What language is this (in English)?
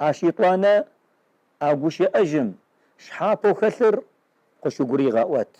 Kabardian